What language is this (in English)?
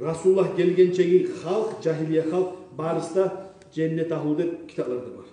Kumyk